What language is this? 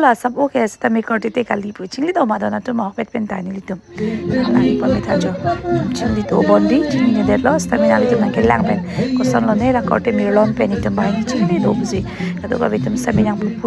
Karbi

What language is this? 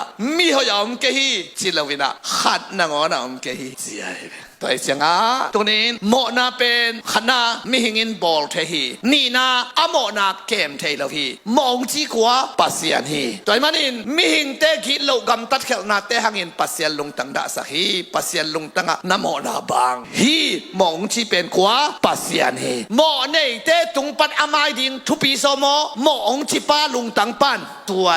Tedim Chin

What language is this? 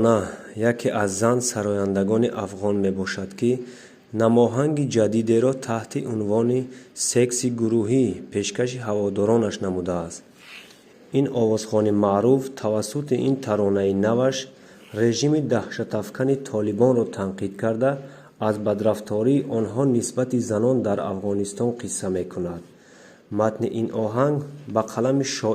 Tajik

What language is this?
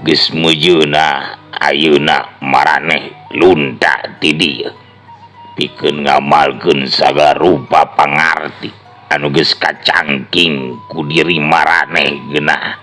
Sundanese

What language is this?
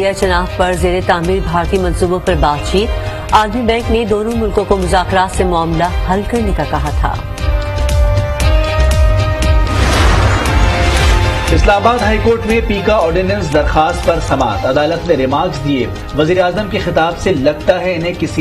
Urdu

